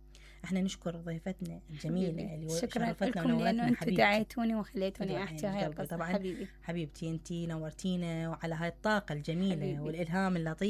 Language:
Mesopotamian Arabic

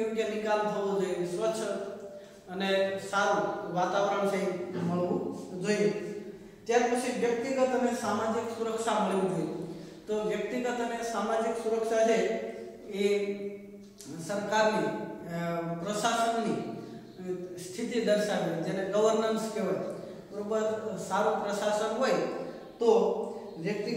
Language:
Gujarati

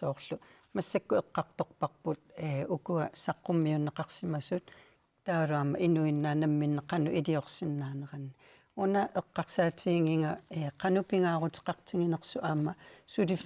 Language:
Kalaallisut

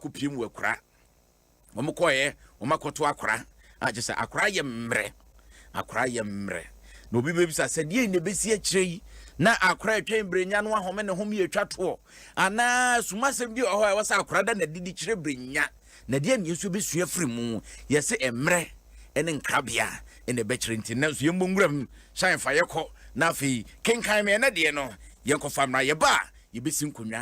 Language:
Akan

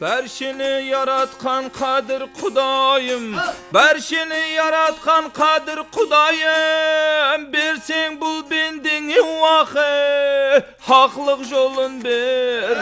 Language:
Kara-Kalpak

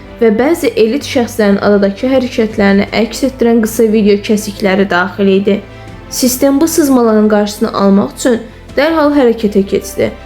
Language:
Azerbaijani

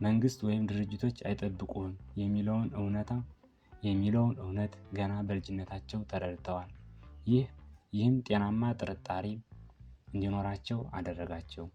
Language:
Amharic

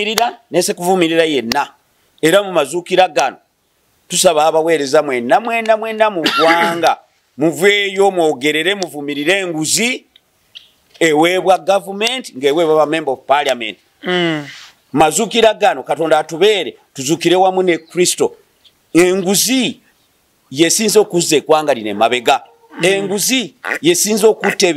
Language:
Ganda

